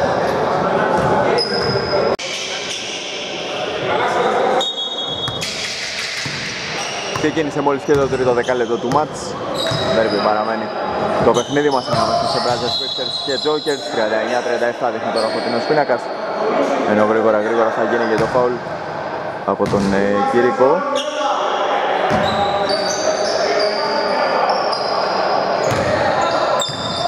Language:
Greek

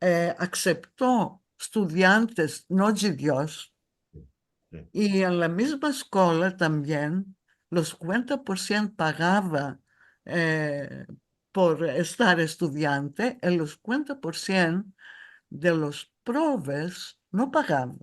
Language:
Ladino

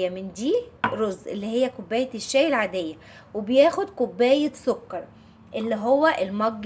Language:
Egyptian Arabic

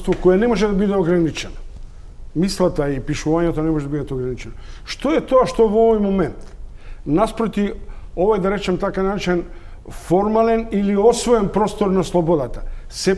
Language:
Macedonian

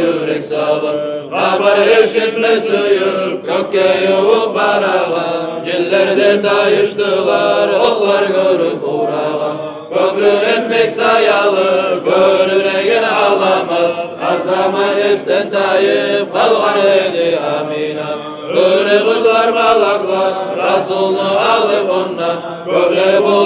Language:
Kumyk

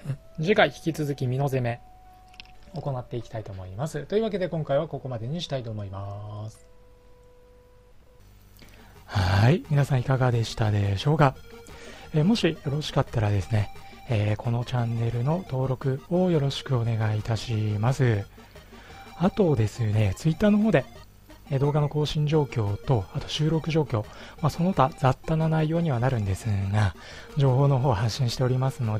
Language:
Japanese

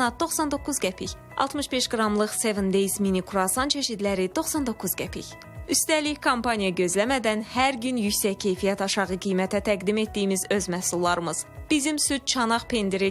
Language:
Azerbaijani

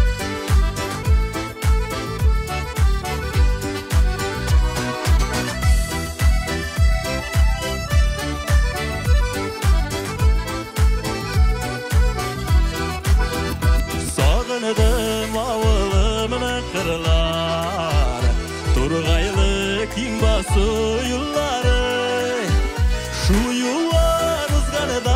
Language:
Kazakh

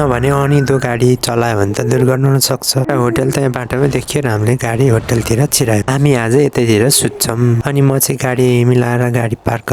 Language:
Nepali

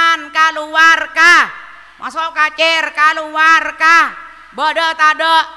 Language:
Madurese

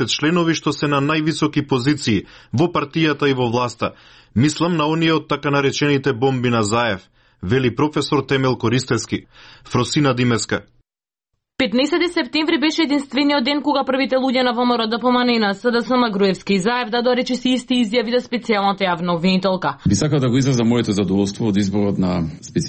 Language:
Macedonian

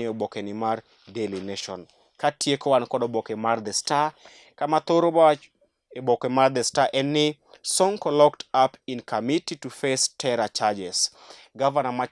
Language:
Luo (Kenya and Tanzania)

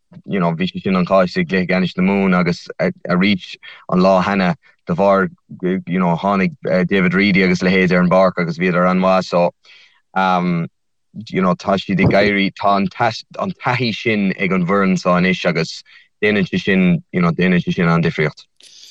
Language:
Irish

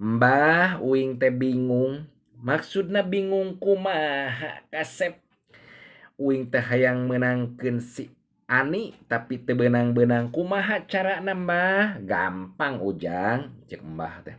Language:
Sundanese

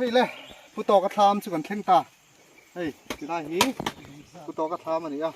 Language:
Mizo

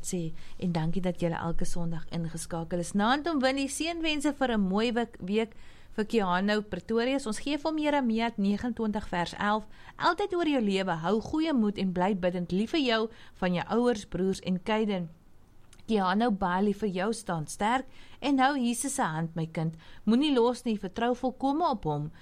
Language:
Afrikaans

